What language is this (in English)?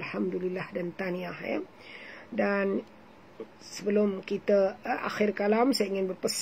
Malay